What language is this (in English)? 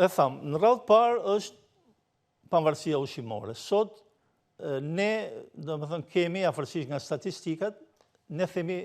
Albanian